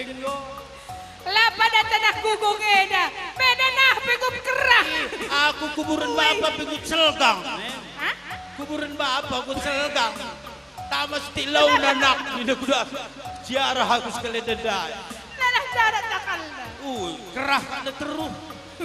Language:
Batak Karo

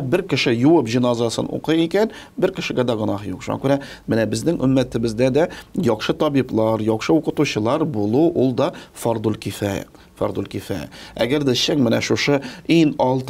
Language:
Tatar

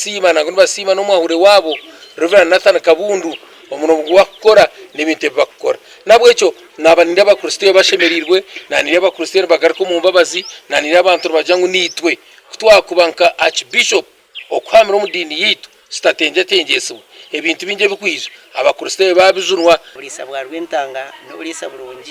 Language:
Nyankole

